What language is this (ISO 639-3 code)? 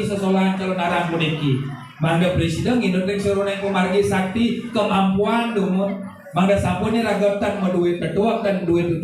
ban